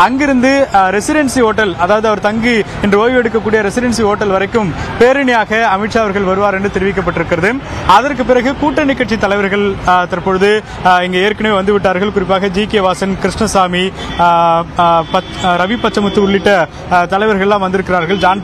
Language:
Tamil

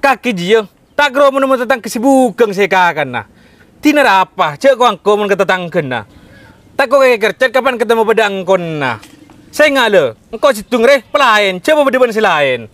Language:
Madurese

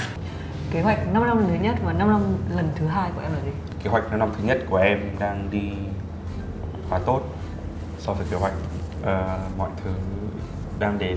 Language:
Vietnamese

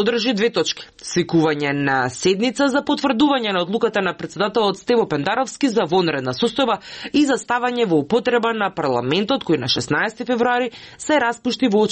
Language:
Macedonian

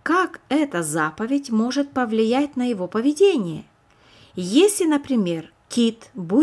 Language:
Russian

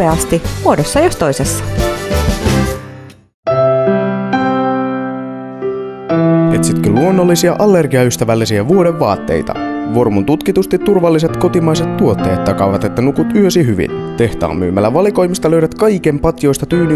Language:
Finnish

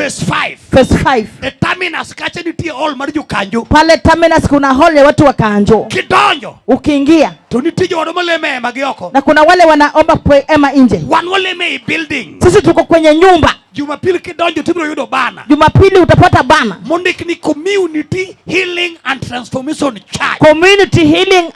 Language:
Luo (Kenya and Tanzania)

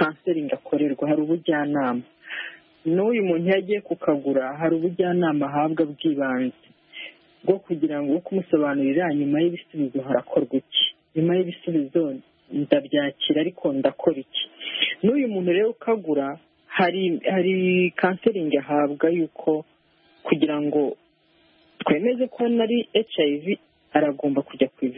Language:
Kinyarwanda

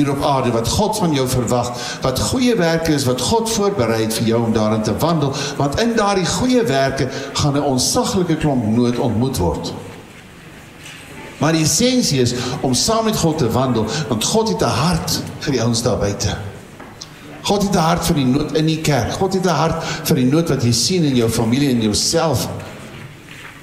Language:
Afrikaans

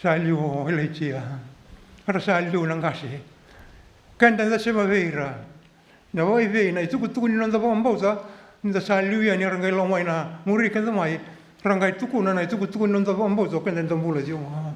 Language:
Fijian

